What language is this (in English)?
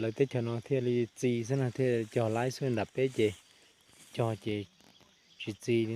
Hmong